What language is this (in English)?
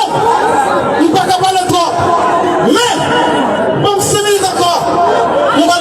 Haitian Creole